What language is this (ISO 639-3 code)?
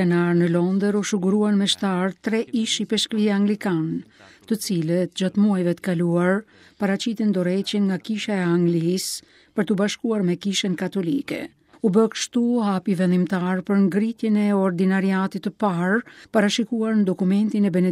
sqi